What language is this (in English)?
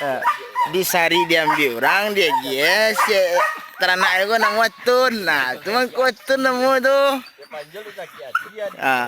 Minangkabau